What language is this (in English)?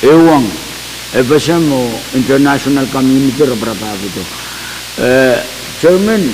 Pohnpeian